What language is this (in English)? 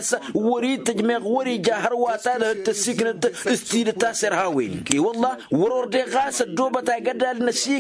Tamasheq